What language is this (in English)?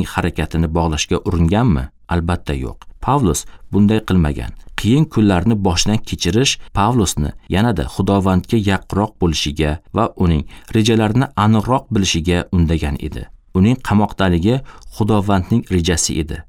Uzbek